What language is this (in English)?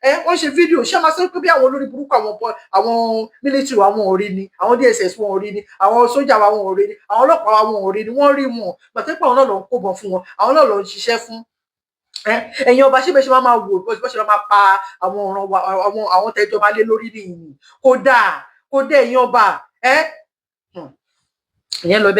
Yoruba